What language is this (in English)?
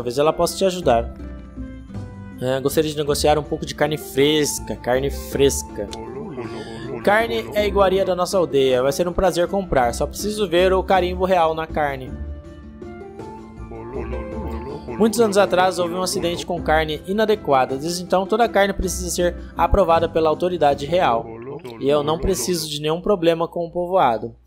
Portuguese